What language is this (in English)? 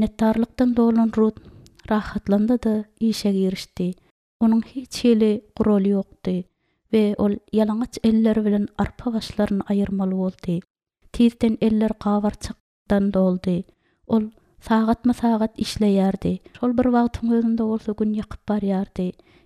Turkmen